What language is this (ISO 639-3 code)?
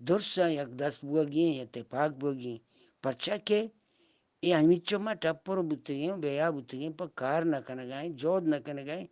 bgp